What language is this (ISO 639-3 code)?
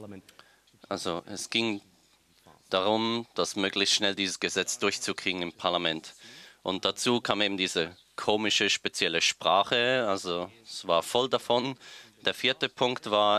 deu